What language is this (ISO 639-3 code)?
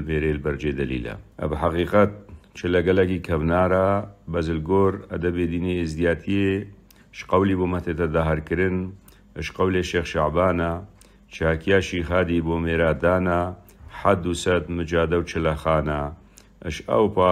kur